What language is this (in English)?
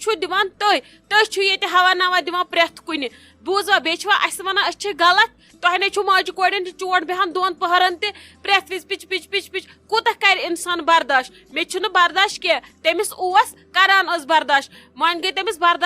Kashmiri